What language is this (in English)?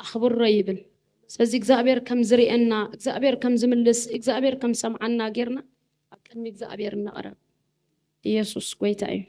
Tigrinya